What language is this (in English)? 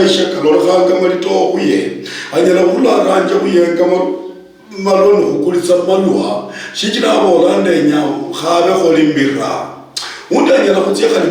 Luyia